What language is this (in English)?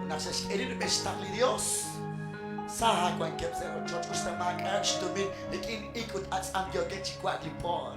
Kekchí